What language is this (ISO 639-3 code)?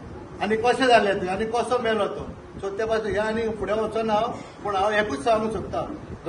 kok